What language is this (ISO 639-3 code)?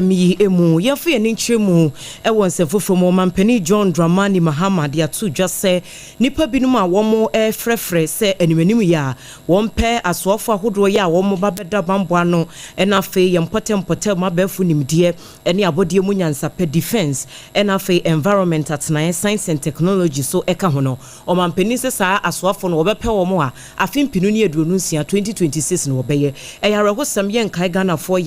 aka